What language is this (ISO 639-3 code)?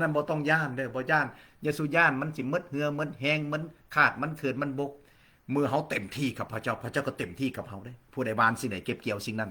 lao